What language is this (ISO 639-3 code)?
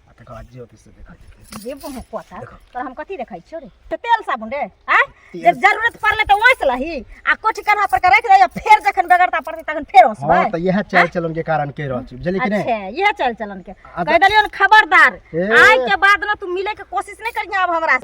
mai